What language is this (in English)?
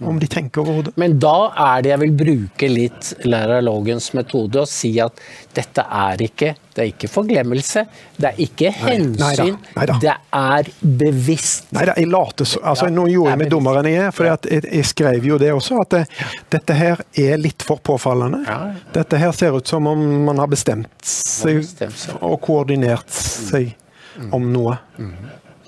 Norwegian